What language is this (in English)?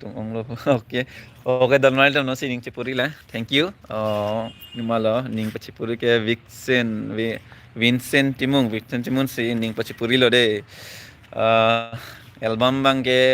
Karbi